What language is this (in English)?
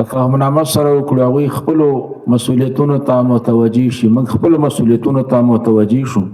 Pashto